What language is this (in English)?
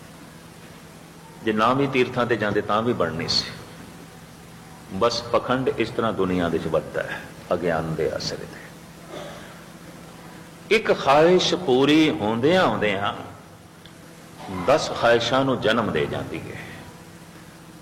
Punjabi